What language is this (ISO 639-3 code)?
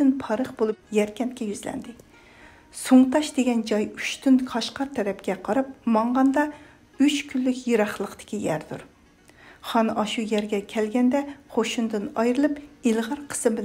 uig